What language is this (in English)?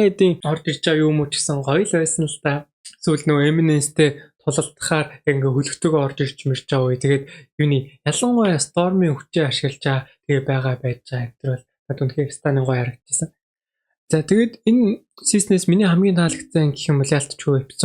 Mongolian